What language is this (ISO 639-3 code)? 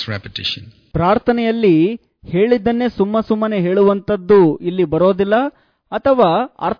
kan